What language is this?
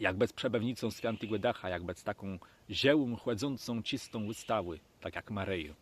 Kashubian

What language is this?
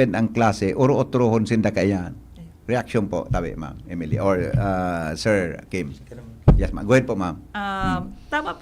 Bikol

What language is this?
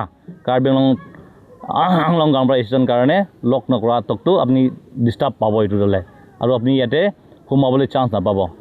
Karbi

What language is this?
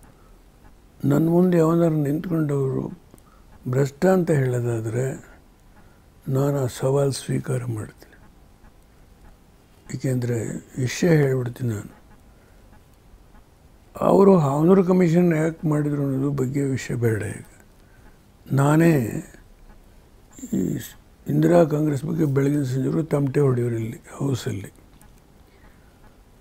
Kannada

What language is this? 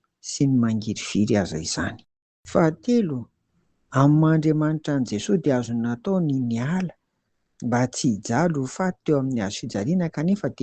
Malagasy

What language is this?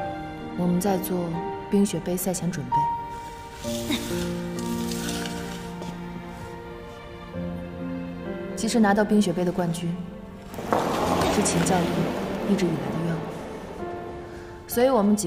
Chinese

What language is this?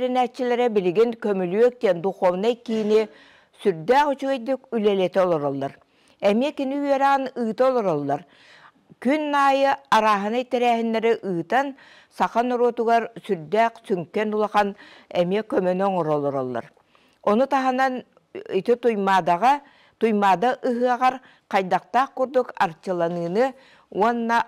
Yakut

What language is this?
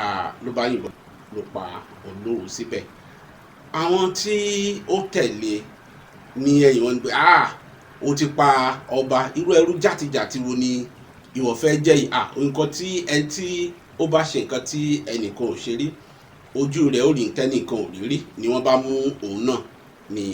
Yoruba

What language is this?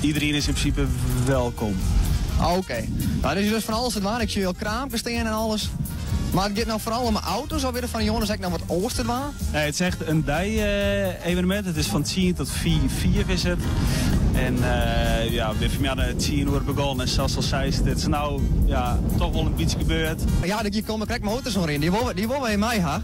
Western Frisian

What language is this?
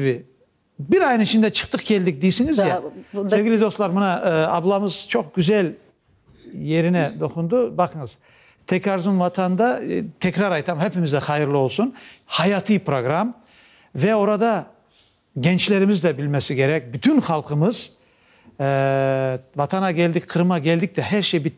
Crimean Tatar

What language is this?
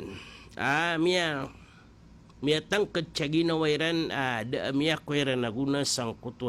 Maranao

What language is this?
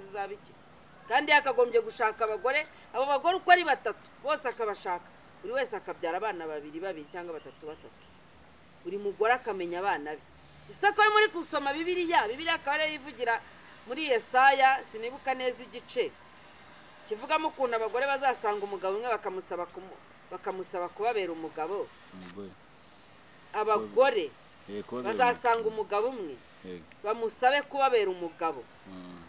Kinyarwanda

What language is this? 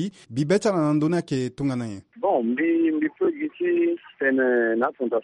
Sango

